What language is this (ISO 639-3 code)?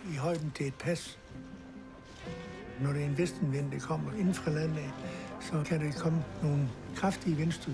dan